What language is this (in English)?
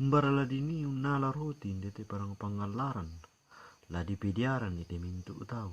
Toraja-Sa'dan